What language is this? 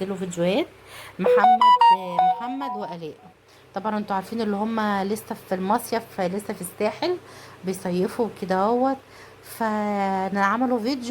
Egyptian Arabic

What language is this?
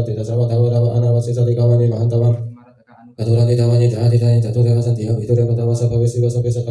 Pali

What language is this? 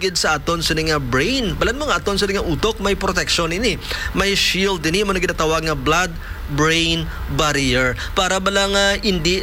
Hiligaynon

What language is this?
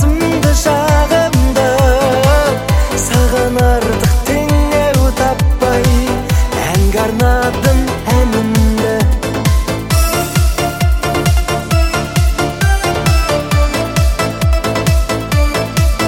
Kazakh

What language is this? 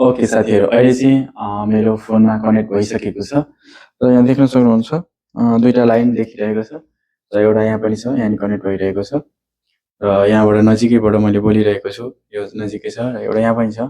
Nepali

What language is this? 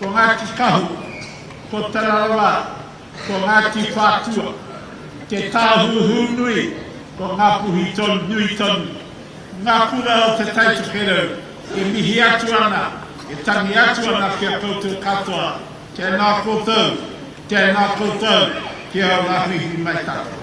Māori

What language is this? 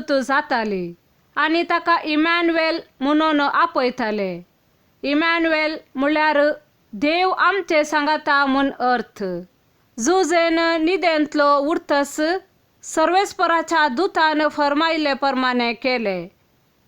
Konkani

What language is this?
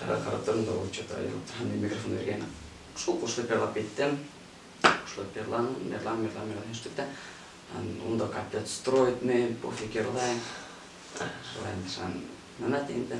Bashkir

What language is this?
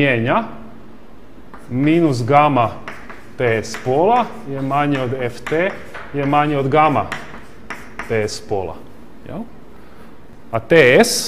Croatian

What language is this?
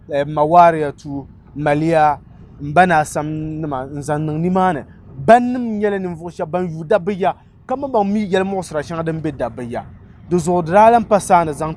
Dagbani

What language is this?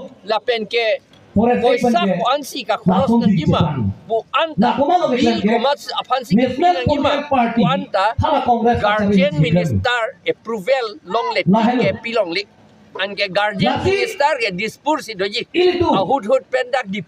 Karbi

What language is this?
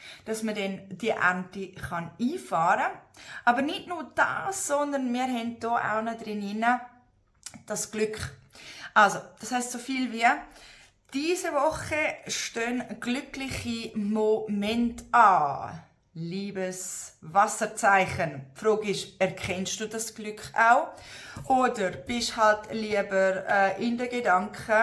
Swiss German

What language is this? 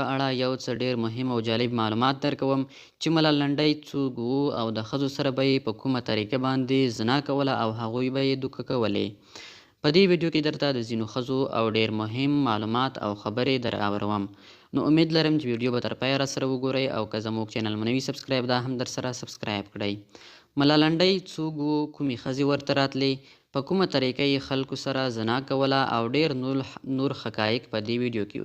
Pashto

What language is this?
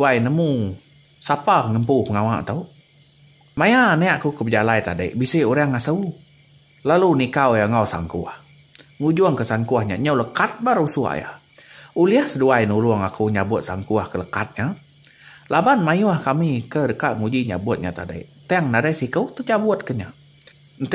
Iban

